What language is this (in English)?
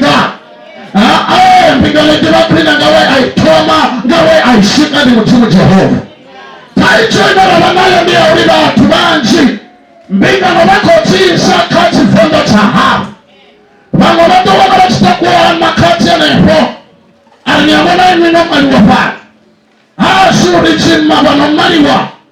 Venda